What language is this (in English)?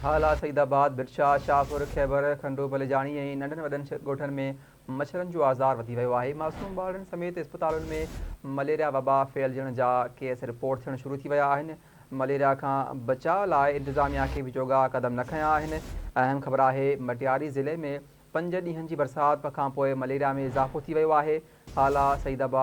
Sindhi